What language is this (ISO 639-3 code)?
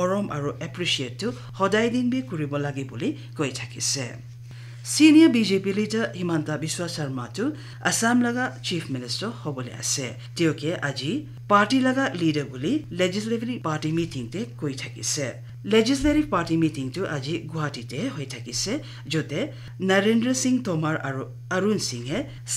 nag